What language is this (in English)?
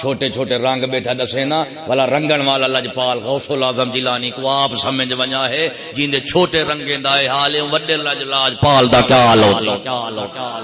Saraiki